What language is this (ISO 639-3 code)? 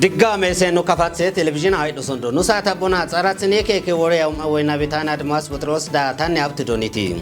kbr